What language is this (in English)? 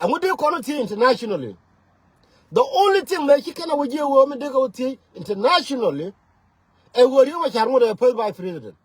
Nuer